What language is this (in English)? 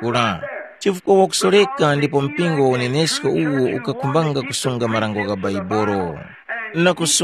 Tumbuka